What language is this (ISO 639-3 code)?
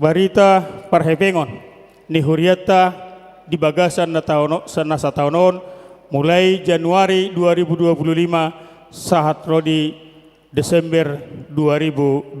bbc